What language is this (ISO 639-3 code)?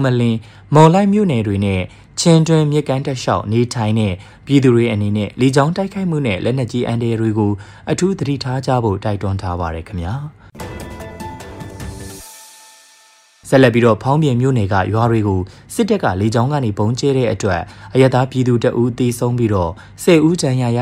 mya